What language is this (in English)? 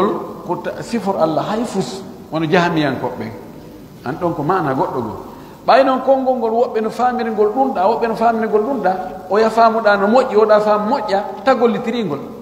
Fula